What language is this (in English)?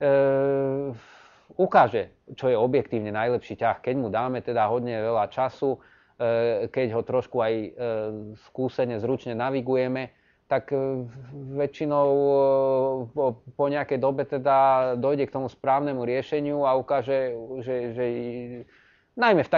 Slovak